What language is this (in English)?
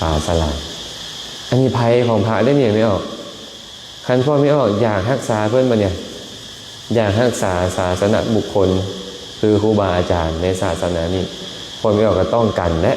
Lao